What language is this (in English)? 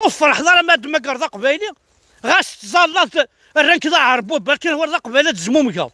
Kabyle